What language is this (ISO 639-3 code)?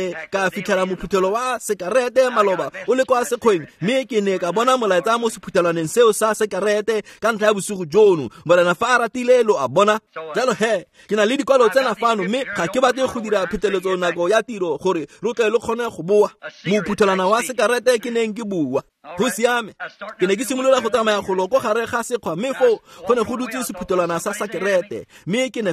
tsn